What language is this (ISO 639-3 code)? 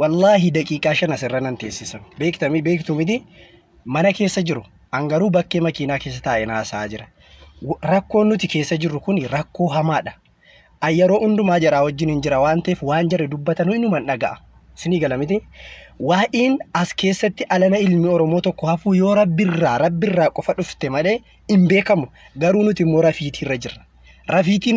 orm